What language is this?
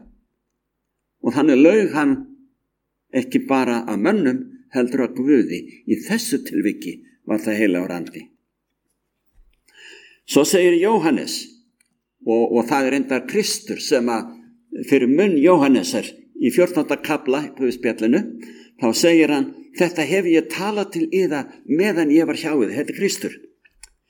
Icelandic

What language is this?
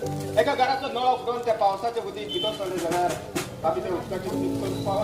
Konkani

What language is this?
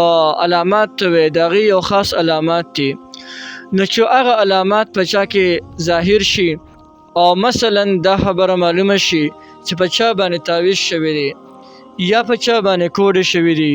Pashto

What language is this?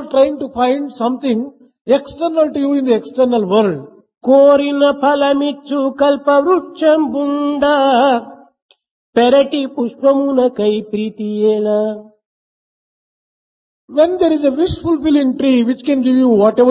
Telugu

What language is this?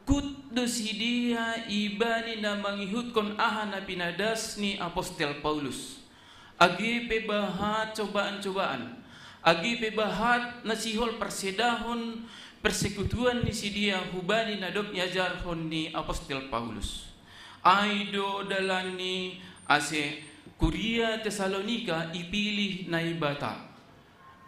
Batak Simalungun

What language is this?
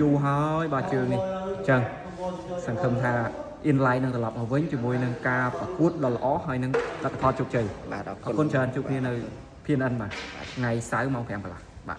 Khmer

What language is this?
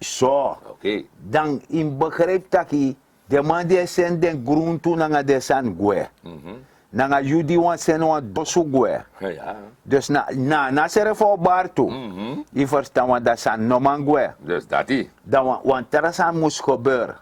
Sranan Tongo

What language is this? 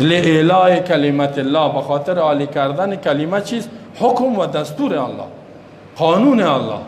Persian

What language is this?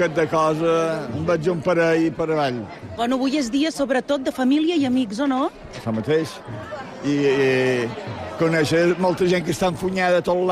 Catalan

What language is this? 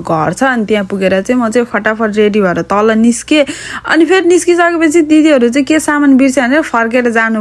Nepali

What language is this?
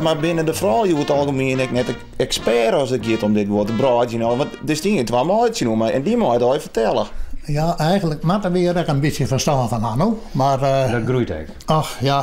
Western Frisian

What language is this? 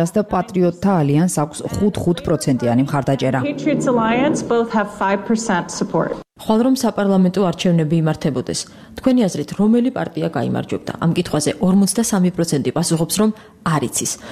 Georgian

